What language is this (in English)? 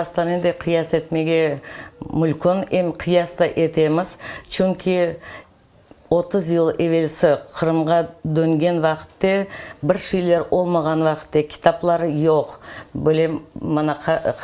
Crimean Tatar